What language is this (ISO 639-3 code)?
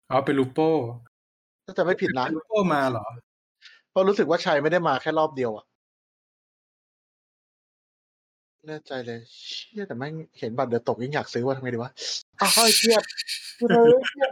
tha